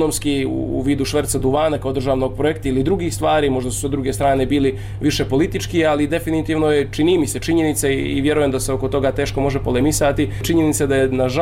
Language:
Bosnian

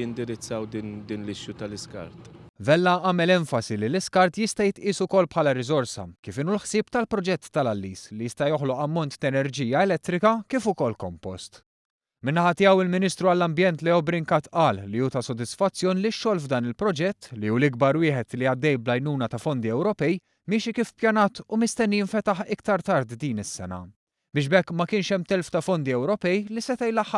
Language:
Maltese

